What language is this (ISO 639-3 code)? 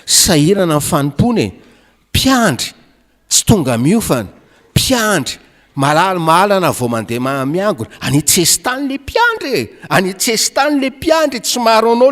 mlg